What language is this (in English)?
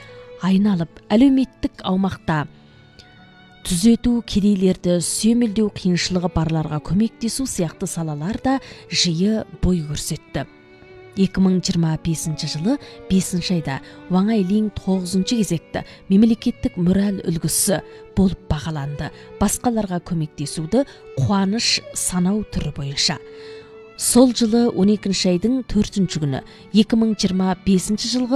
Kazakh